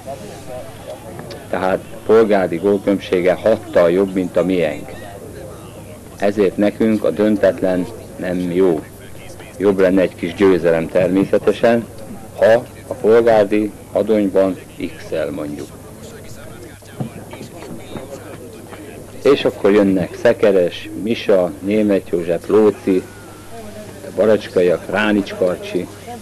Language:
Hungarian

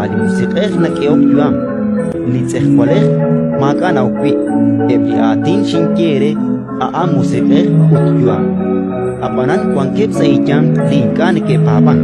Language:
Kekchí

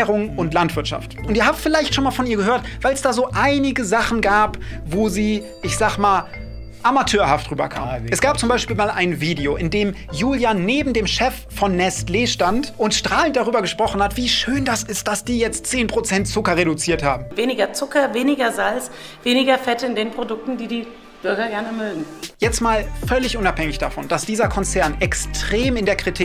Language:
German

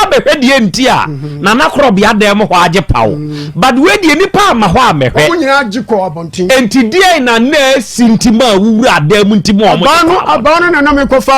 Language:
Akan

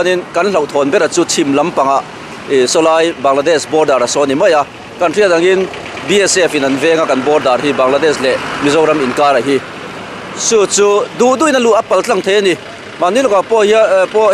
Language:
Mizo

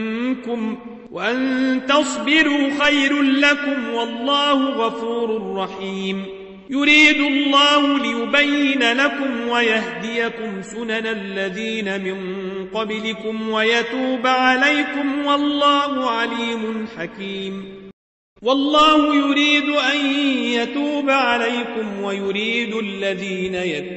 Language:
Arabic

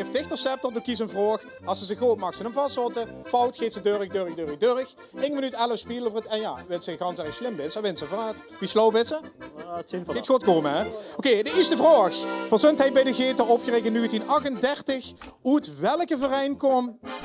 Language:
Limburgish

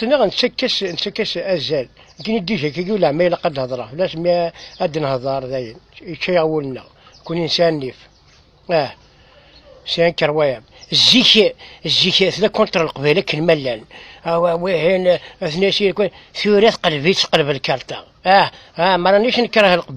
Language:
Kabyle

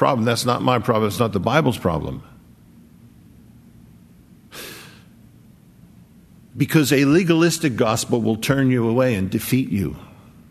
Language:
English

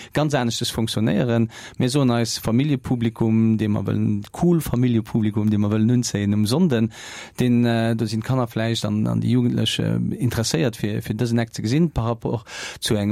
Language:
Luxembourgish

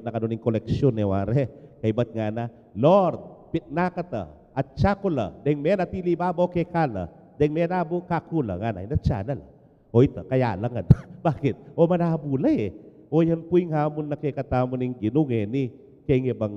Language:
Pampanga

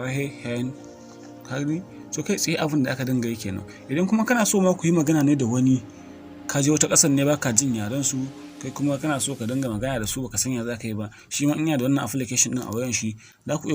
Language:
Hausa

